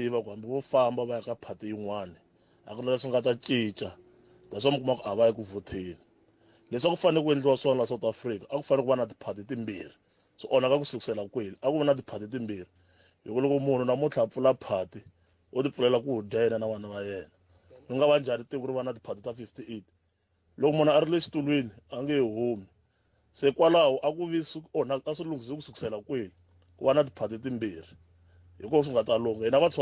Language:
Tsonga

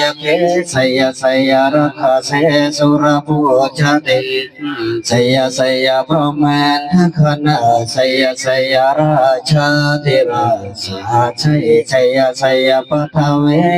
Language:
Northeastern Thai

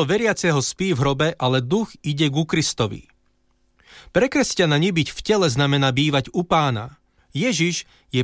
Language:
Slovak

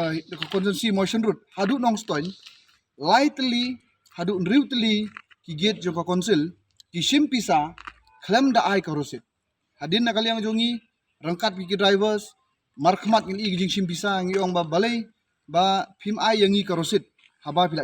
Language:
Khasi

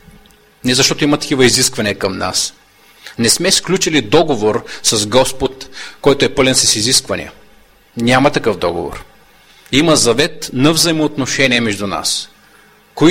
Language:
Bulgarian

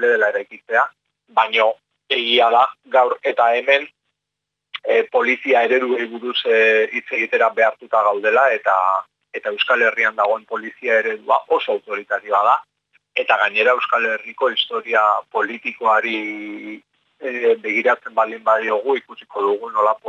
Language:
Basque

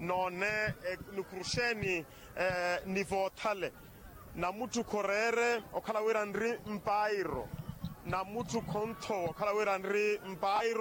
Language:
Makhuwa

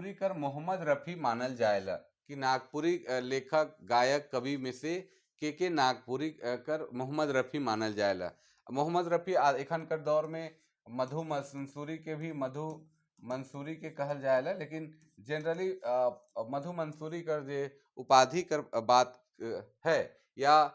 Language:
Sadri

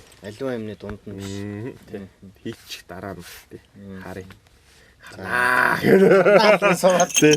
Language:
Mongolian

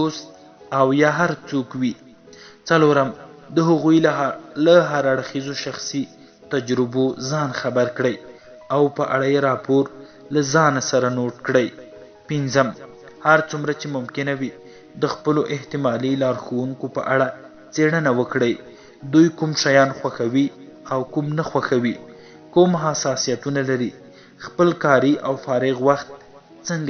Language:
Pashto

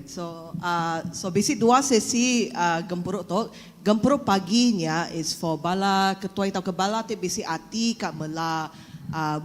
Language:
Iban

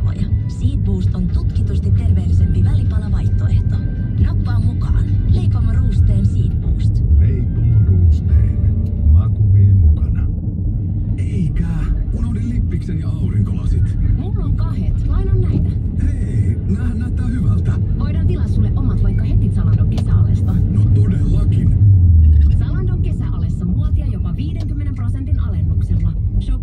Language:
Finnish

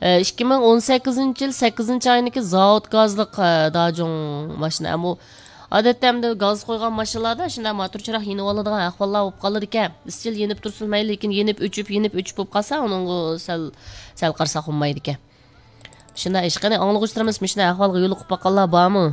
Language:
Uyghur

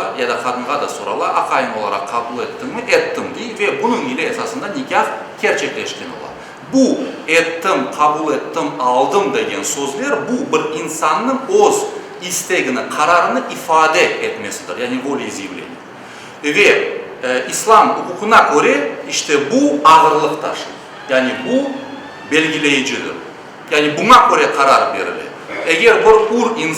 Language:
Crimean Tatar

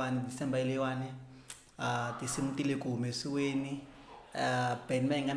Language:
Tsonga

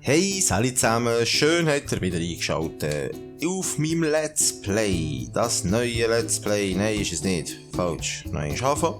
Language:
Swiss German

